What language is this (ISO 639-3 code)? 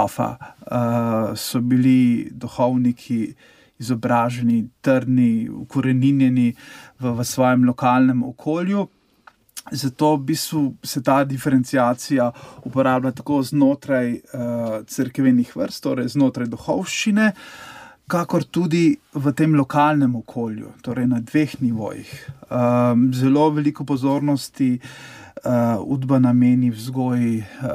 slv